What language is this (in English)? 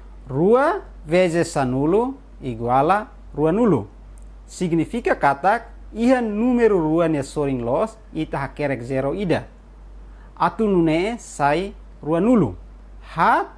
Tetum